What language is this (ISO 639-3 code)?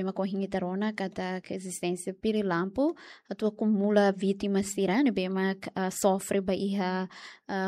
tet